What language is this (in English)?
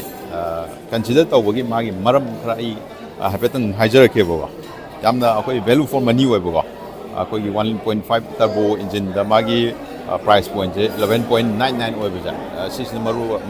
Manipuri